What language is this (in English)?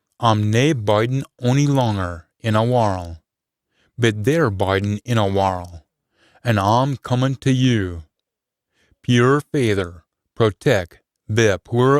Scots